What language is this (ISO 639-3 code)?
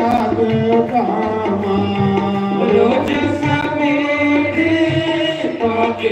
doi